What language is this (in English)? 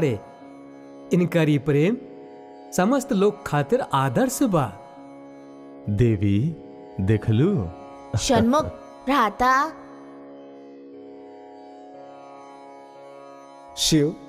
Bhojpuri